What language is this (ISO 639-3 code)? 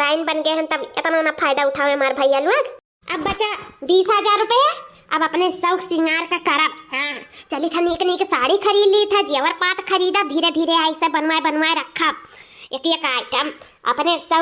awa